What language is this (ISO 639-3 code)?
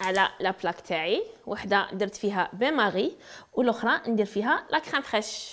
arq